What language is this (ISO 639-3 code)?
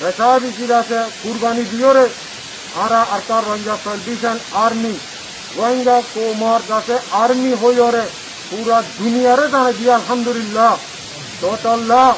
rhg